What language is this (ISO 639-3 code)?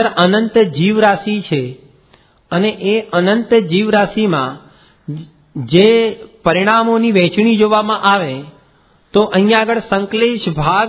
guj